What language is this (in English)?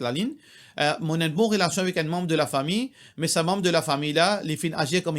Morisyen